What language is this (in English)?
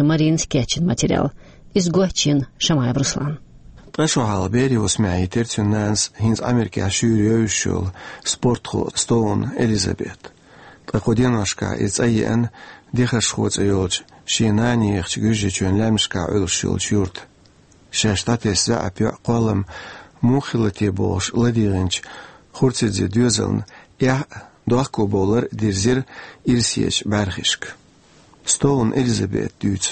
Chechen